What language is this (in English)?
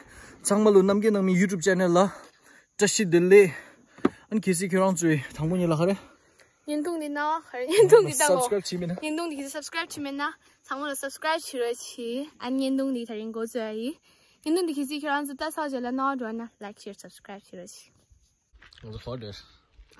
Tibetan